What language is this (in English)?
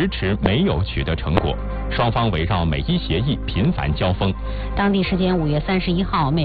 Chinese